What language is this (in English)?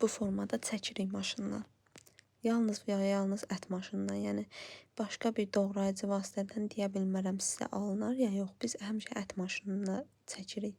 Azerbaijani